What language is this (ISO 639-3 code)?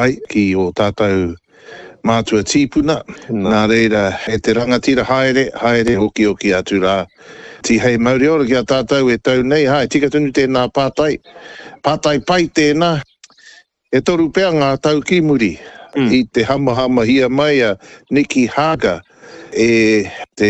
mri